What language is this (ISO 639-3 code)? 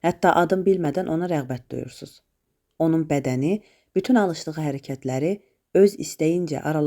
aze